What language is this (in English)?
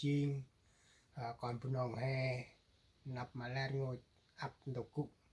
Central Mnong